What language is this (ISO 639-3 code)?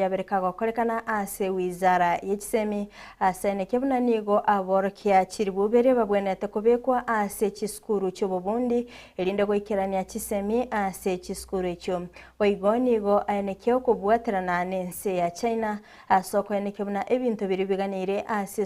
guz